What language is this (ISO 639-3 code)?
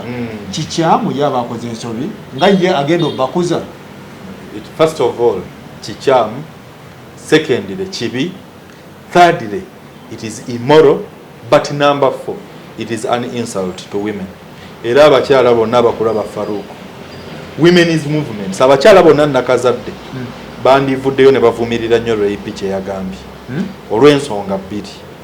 lug